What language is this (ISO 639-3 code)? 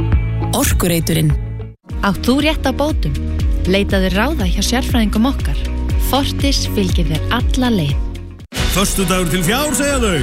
isl